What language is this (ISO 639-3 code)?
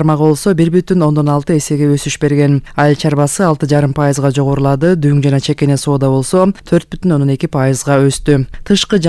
kir